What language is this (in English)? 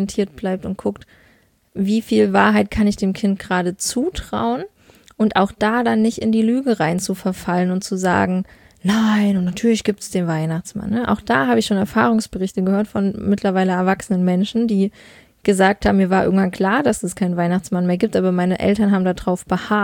German